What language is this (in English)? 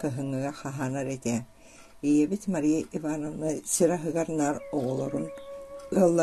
Yakut